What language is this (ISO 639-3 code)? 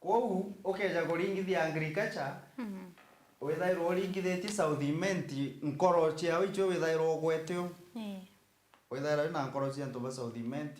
mer